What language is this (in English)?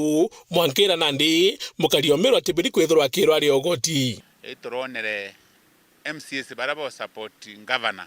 Meru